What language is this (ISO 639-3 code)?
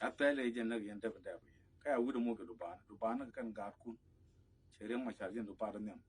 nus